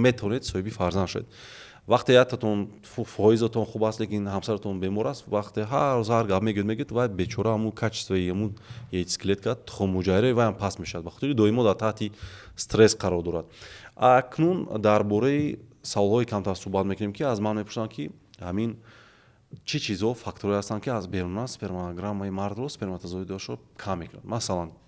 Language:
Tajik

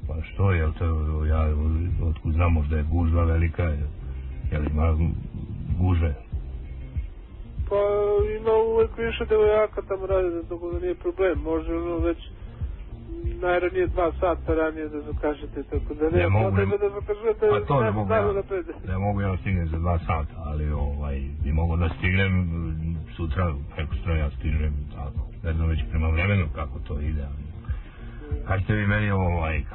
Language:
Serbian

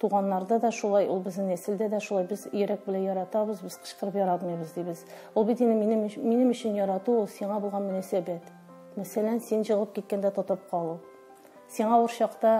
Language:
Tatar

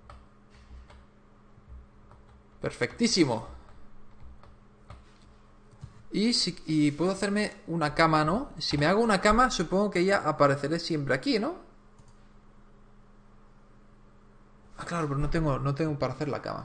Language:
Spanish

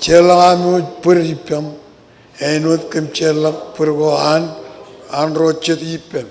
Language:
Marshallese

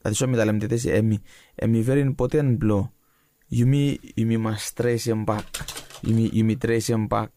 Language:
Bislama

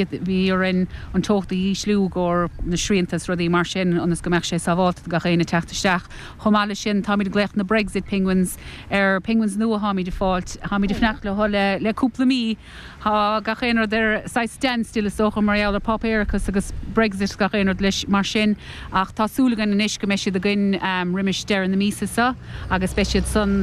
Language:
Irish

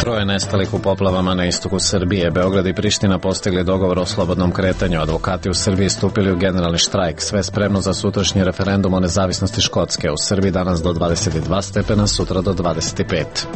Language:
Serbian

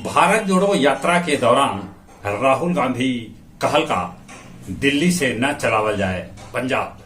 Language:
Magahi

